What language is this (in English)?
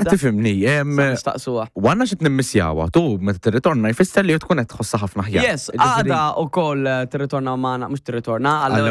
Maltese